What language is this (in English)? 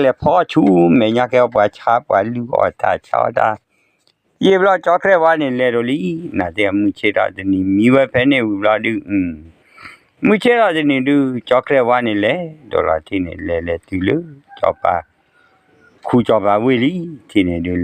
S'gaw Karen